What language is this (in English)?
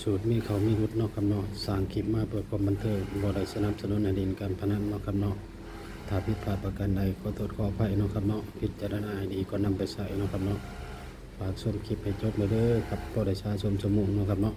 Northeastern Thai